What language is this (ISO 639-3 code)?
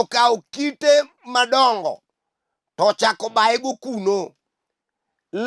luo